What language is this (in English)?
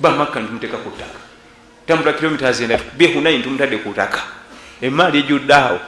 Ganda